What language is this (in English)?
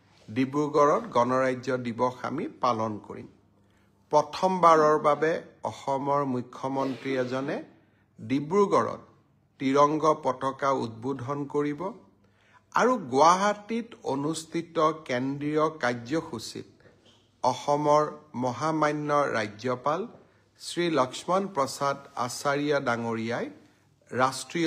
Assamese